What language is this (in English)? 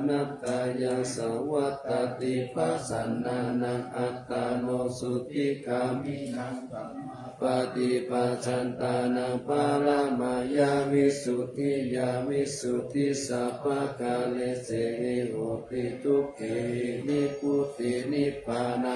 Pali